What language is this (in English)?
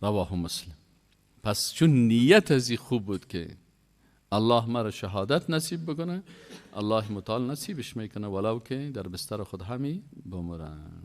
Persian